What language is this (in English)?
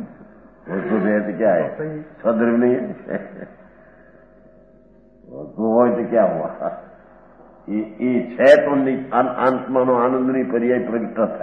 Gujarati